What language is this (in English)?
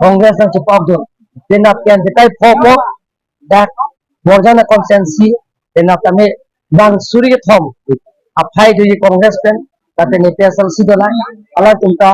Karbi